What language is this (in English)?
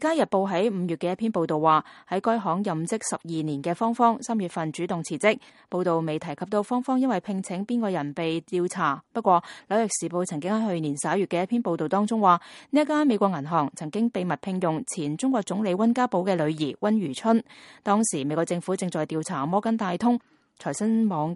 Cantonese